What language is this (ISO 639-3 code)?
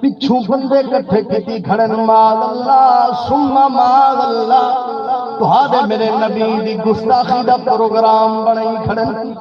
skr